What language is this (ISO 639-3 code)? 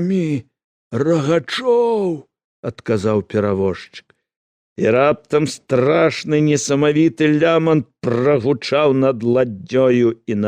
bel